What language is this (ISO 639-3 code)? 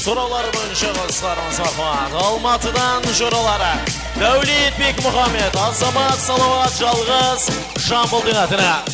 kaa